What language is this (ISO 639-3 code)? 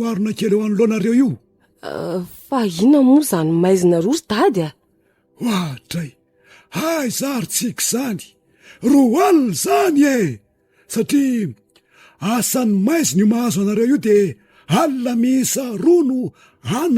mlg